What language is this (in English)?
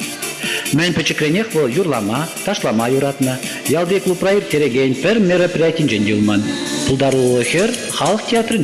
Chuvash